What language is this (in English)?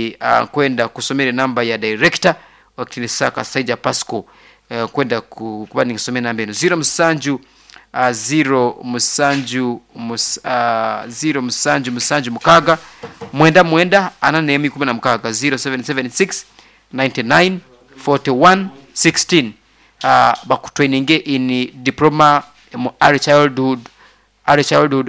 Nyoro